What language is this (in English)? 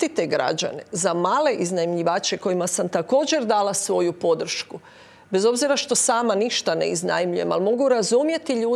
Croatian